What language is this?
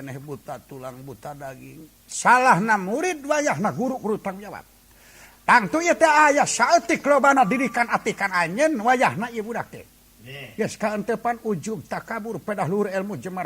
Sundanese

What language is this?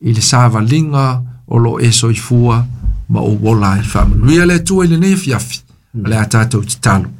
Samoan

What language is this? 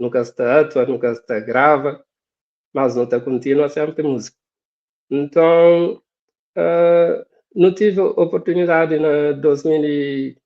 Kabuverdianu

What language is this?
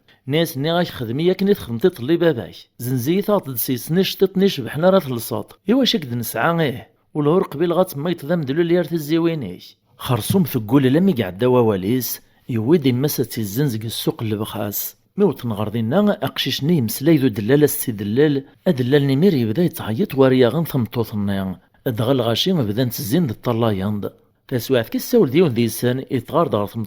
Kabyle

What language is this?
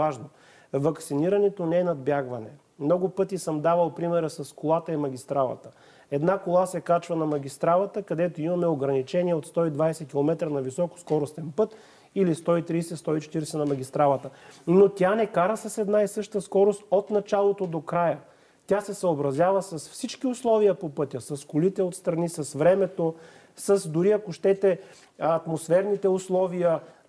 Bulgarian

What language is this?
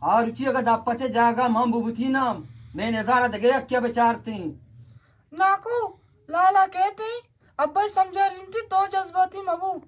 Eastern Balochi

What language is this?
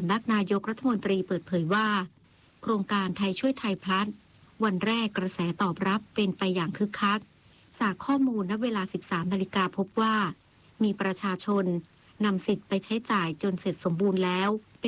Thai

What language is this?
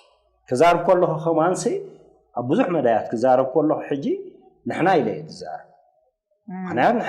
Tigrinya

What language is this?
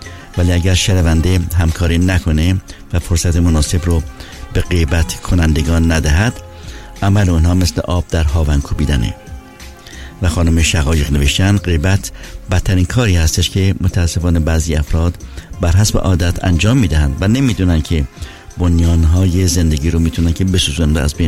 Persian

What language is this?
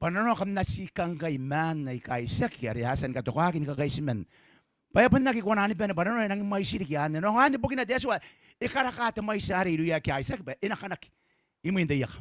Gilbertese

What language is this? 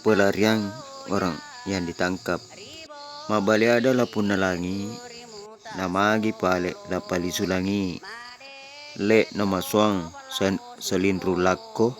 Buginese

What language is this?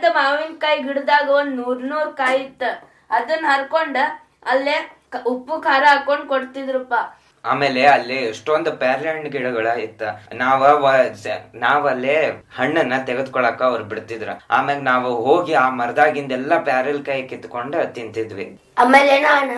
Kannada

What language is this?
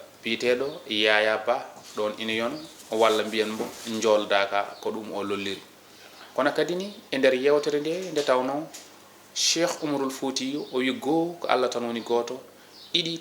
Fula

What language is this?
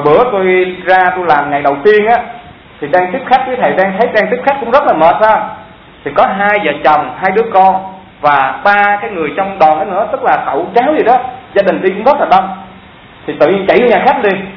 Vietnamese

